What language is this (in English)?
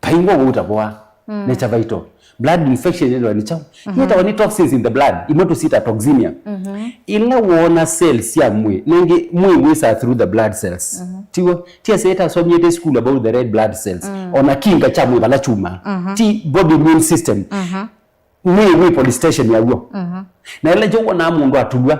Kamba